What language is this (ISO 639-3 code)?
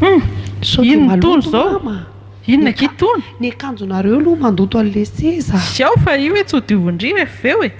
mlg